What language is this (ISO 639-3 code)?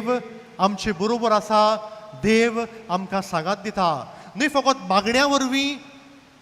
kok